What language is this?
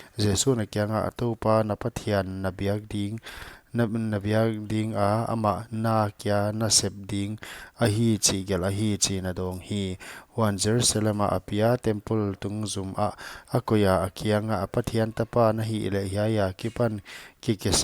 Paite Chin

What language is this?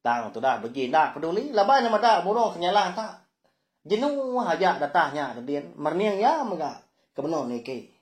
Iban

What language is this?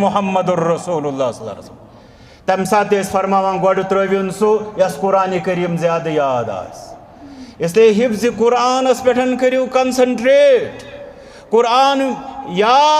Kashmiri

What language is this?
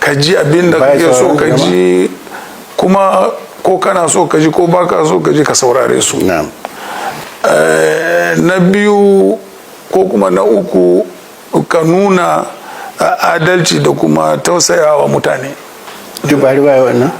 Hausa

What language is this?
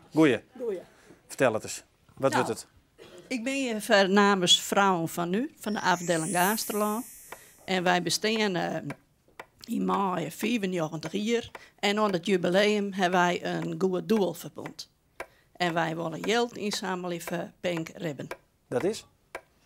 Western Frisian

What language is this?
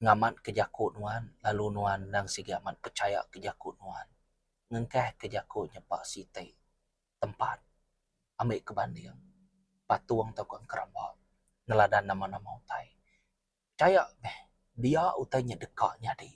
Iban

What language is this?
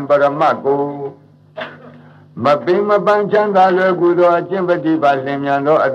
Burmese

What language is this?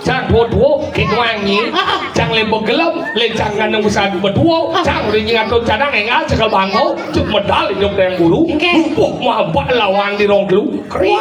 Balinese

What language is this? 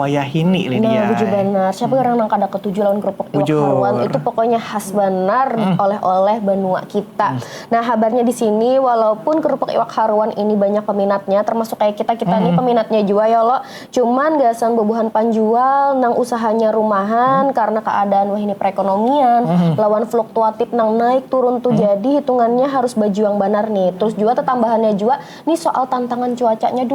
Banjar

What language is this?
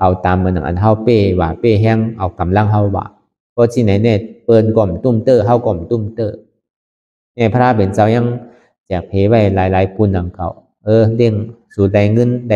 Shan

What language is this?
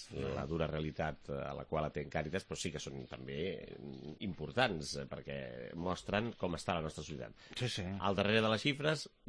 Catalan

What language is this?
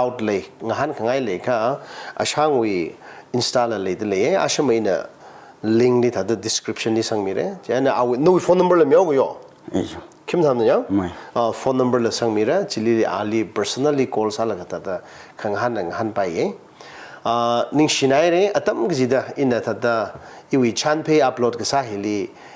Tangkhul Naga (India)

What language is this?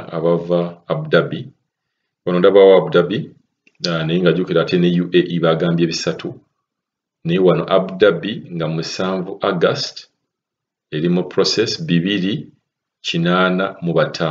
Ganda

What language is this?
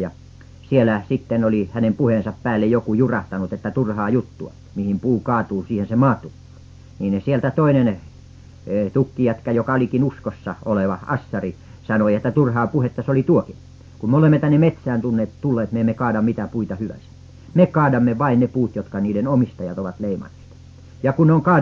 Finnish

